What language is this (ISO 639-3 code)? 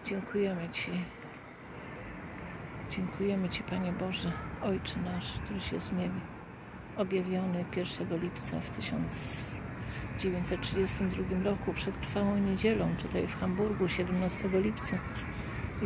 pol